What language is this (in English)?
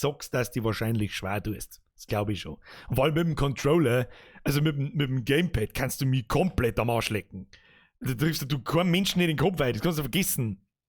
Bavarian